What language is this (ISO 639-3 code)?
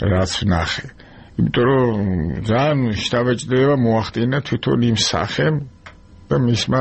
kat